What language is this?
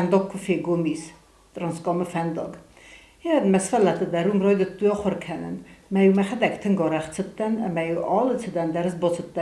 Ossetic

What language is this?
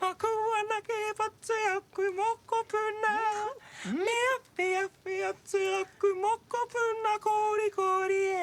Māori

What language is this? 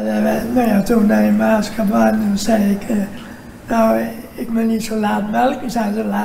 Dutch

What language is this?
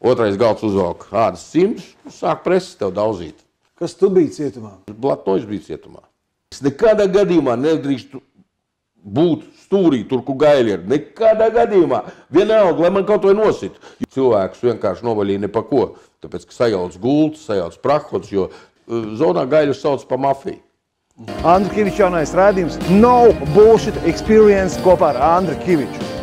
Latvian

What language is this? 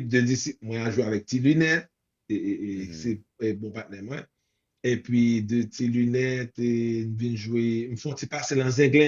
Haitian Creole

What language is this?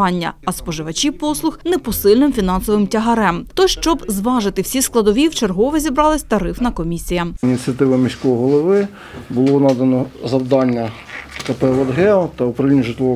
Ukrainian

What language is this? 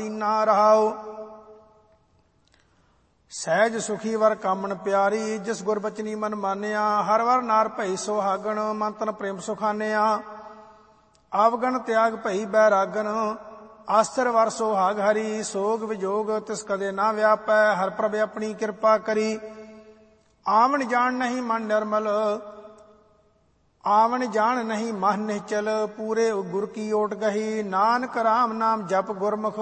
Punjabi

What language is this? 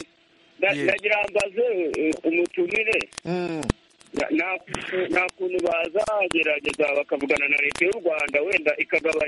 Kinyarwanda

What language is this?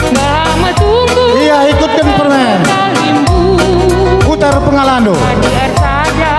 Batak Karo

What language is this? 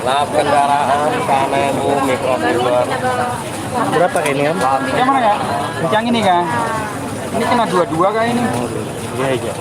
Banjar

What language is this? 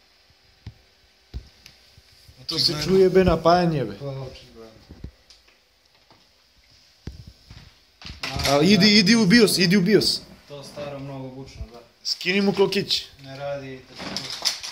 Serbian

